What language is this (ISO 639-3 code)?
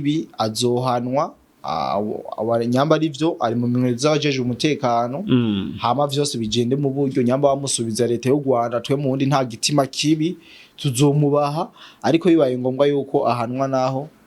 run